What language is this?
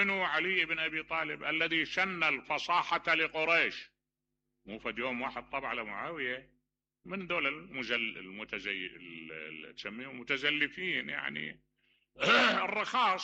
Mesopotamian Arabic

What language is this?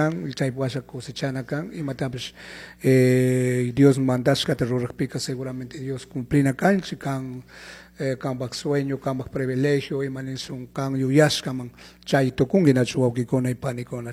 Chimborazo Highland Quichua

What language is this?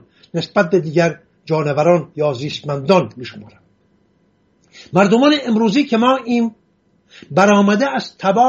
Persian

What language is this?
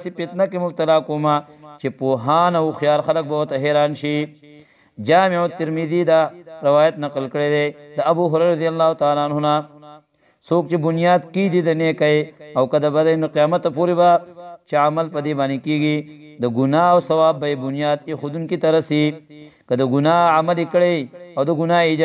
Pashto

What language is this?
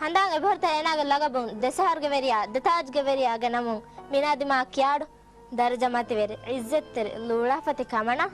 Divehi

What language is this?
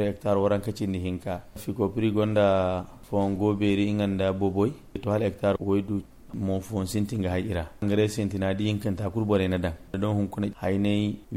Zarma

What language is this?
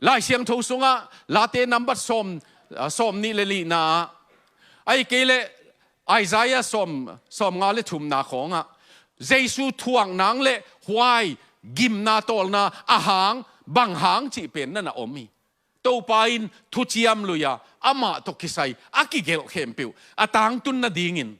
Tedim Chin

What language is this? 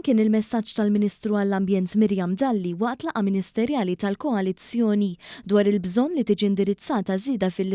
Maltese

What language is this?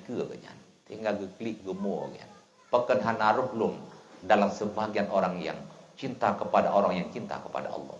Achinese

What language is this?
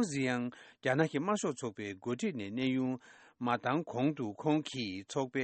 Tibetan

